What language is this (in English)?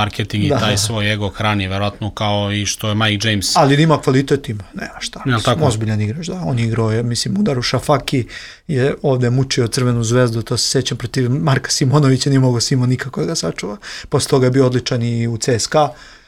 Serbian